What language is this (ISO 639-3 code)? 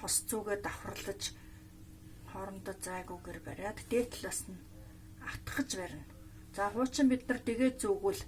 mon